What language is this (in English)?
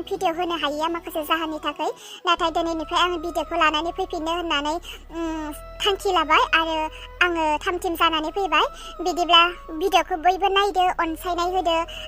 Bodo